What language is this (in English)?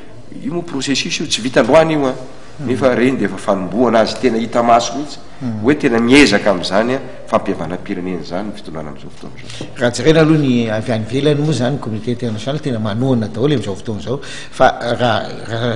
Malagasy